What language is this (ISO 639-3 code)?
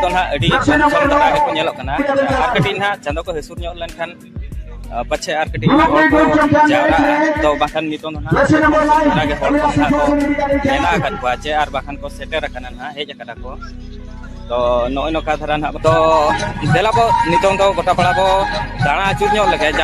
sat